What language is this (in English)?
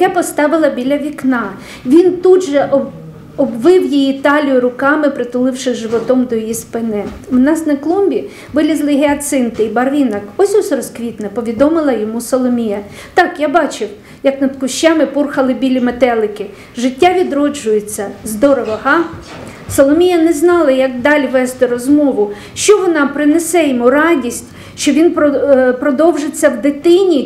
Ukrainian